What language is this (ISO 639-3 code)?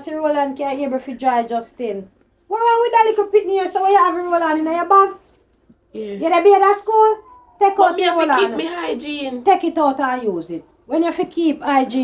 jam